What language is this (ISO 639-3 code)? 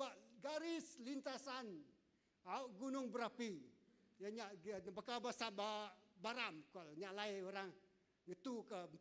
iba